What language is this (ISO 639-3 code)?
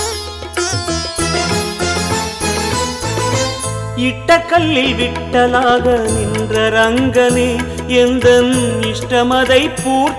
tam